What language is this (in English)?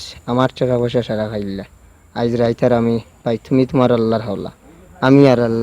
Sylheti